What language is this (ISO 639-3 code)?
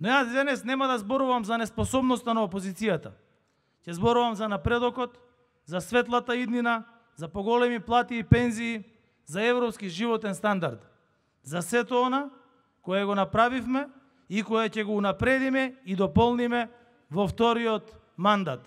mkd